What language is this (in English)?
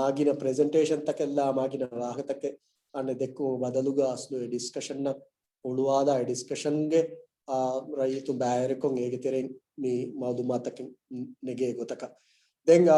Divehi